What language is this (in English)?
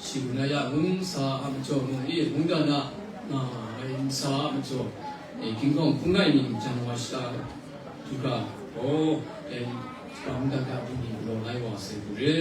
Kachin